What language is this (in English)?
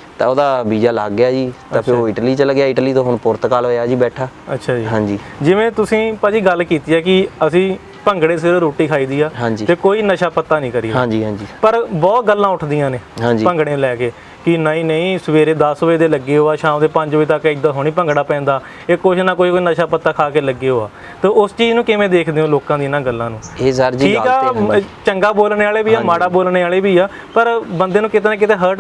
Punjabi